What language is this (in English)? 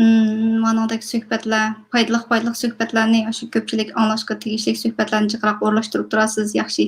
Uyghur